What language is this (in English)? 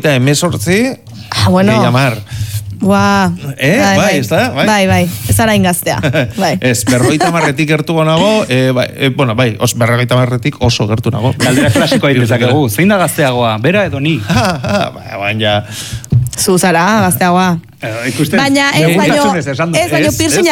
Basque